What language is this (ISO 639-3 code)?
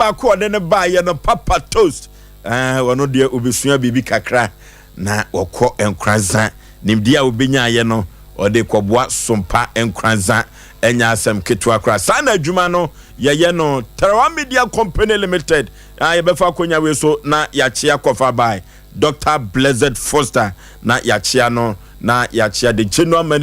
aka